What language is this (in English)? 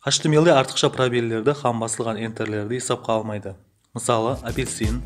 Kara-Kalpak